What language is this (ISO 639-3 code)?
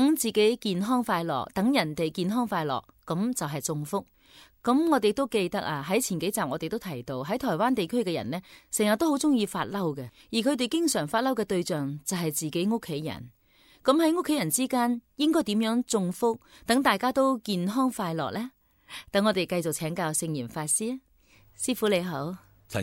yue